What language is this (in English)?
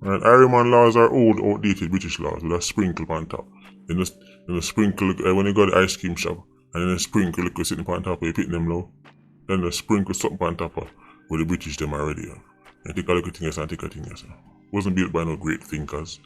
Jamaican Creole English